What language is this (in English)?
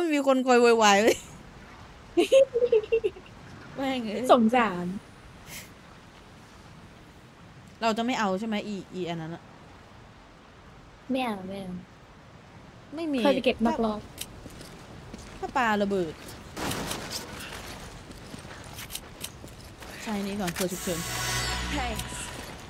Thai